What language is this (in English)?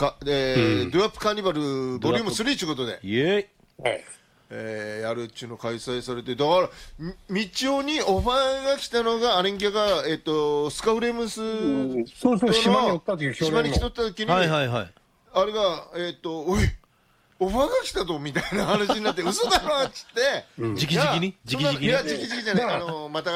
Japanese